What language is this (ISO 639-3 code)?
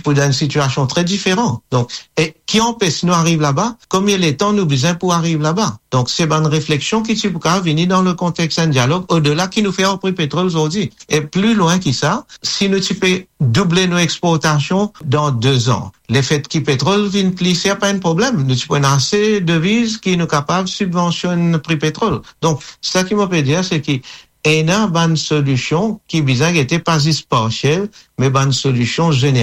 mfe